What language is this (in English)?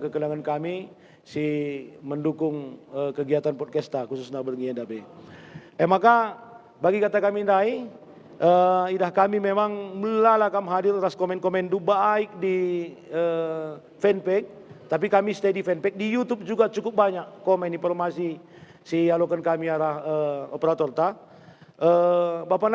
Batak Karo